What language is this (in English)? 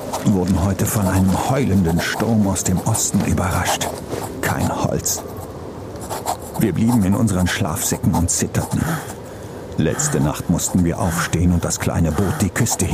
German